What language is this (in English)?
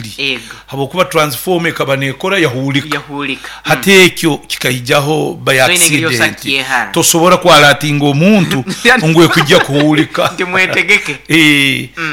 Nyoro